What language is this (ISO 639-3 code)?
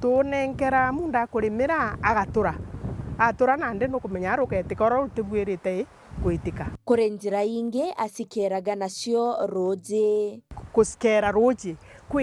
mer